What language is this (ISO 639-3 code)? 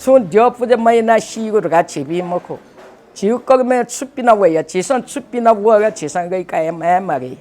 new